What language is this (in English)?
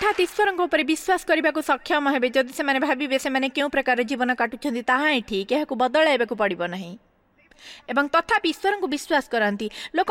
Odia